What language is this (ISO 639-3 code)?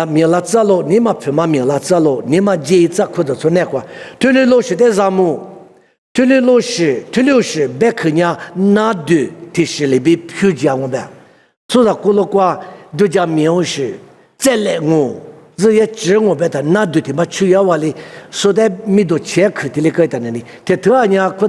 lis